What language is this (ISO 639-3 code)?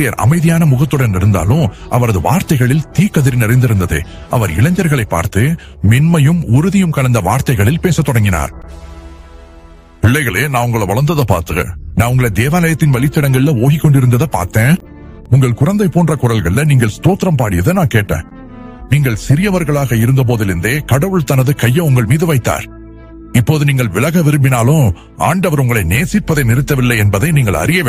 tam